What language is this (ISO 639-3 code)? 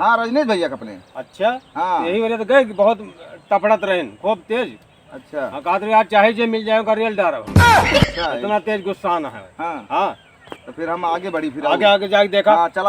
awa